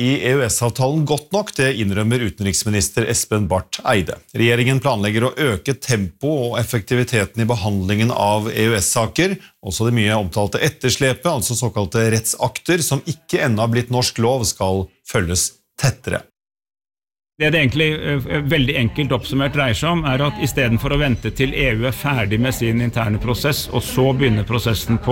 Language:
Norwegian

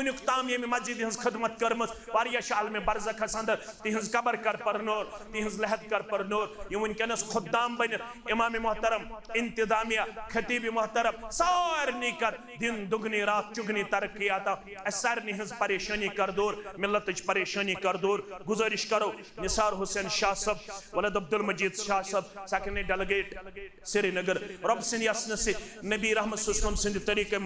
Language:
Kashmiri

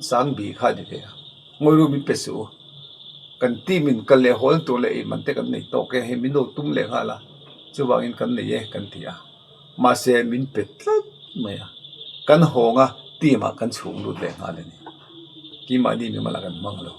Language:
Mizo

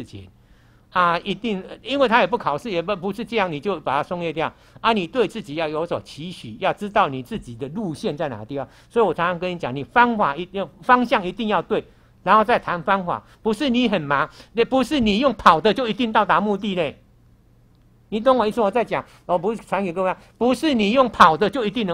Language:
Chinese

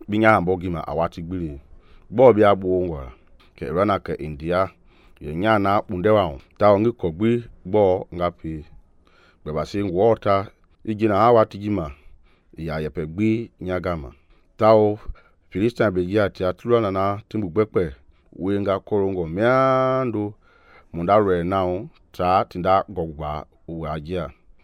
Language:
Mende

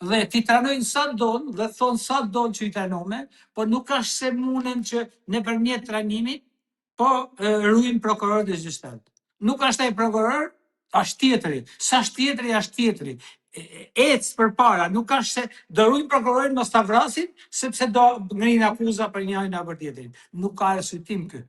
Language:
Albanian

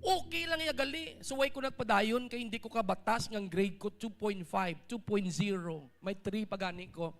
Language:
Hiligaynon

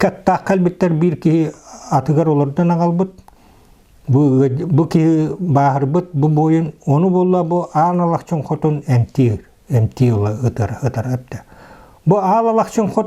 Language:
Yakut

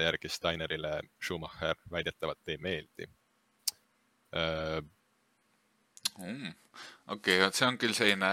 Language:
Estonian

